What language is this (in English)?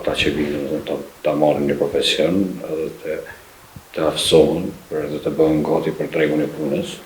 Albanian